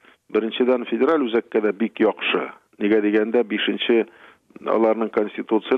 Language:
Tatar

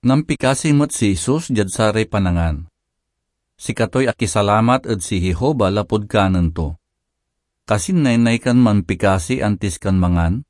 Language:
Pangasinan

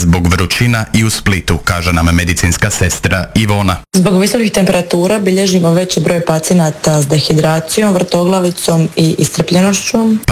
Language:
Croatian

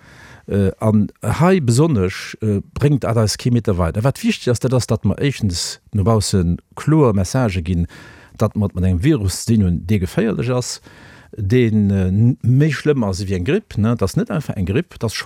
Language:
Luxembourgish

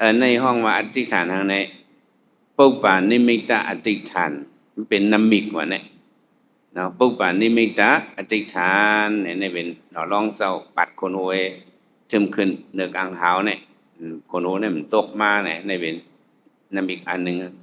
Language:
Shan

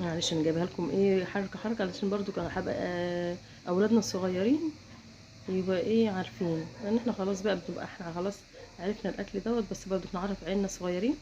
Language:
Egyptian Arabic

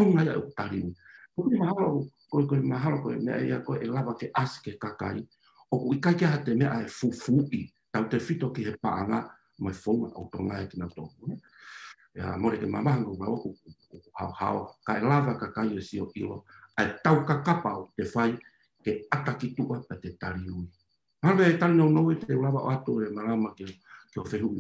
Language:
Tongan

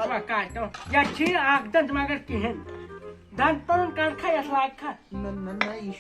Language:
Kashmiri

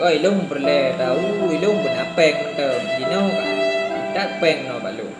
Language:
Achinese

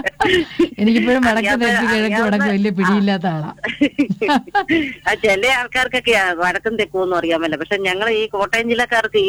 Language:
Malayalam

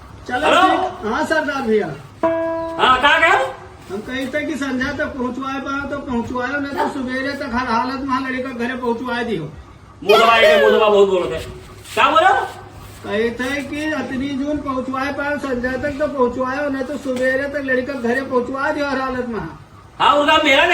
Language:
Awadhi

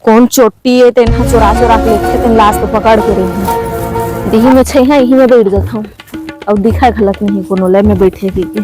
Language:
Chhattisgarhi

